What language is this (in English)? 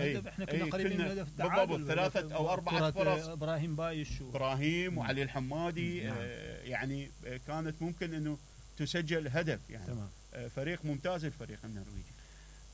Mesopotamian Arabic